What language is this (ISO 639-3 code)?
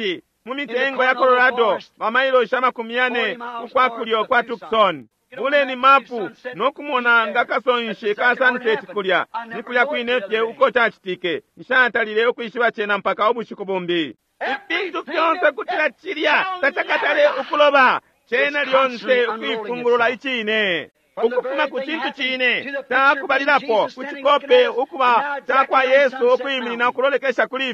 bem